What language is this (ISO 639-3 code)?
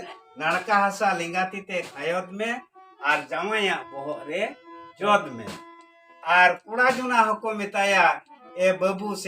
sat